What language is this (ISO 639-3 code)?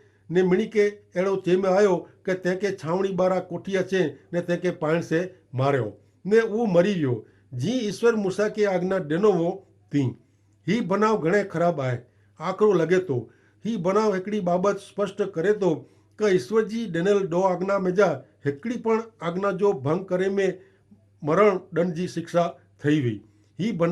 kfr